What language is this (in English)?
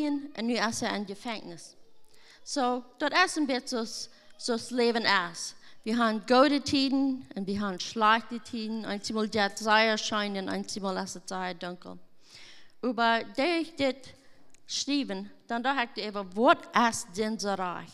Plautdietsch